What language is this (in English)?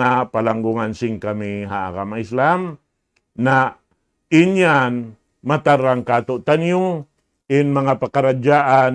Tausug